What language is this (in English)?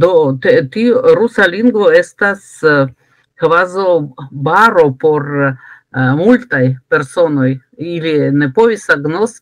Esperanto